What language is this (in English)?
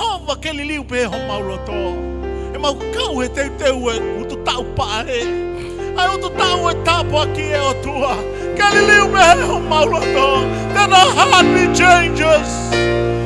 Tongan